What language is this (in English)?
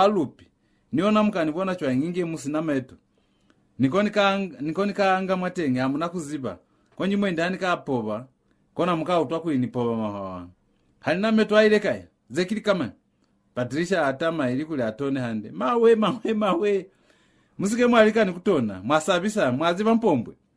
Lozi